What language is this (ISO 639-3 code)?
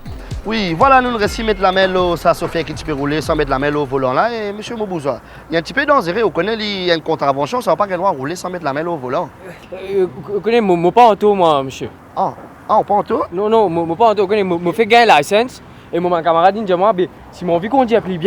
mfe